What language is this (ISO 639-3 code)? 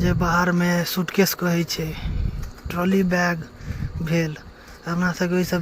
mai